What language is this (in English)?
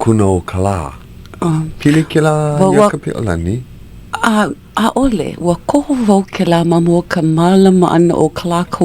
Hawaiian